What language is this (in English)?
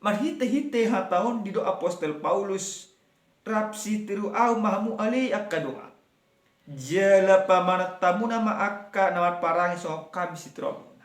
Batak Toba